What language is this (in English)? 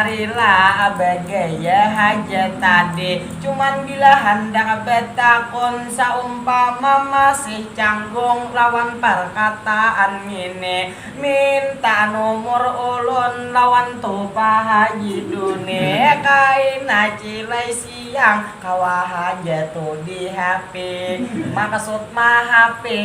Banjar